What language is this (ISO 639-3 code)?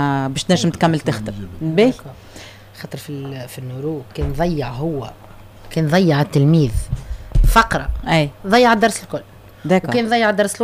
aeb